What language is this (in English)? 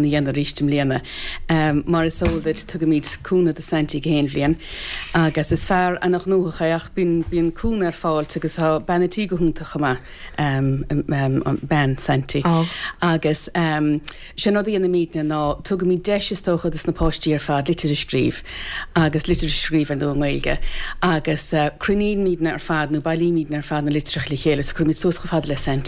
Irish